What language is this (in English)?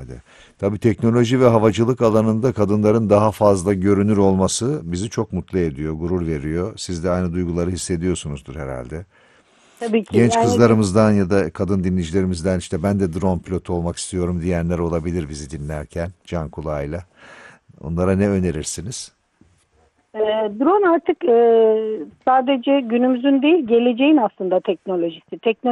Turkish